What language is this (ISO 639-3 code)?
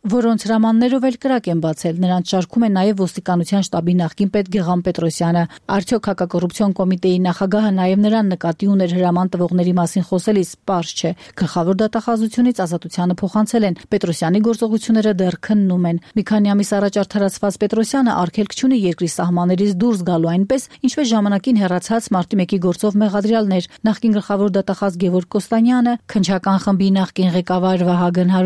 hye